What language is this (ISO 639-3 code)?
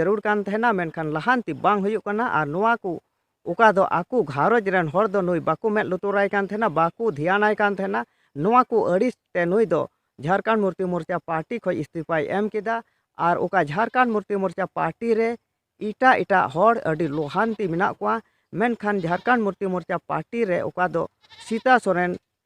sat